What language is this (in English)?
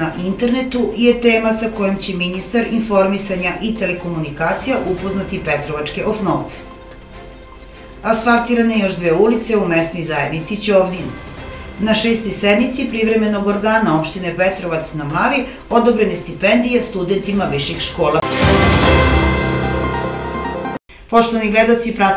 Serbian